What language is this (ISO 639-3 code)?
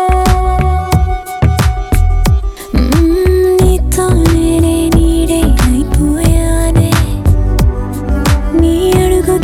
tel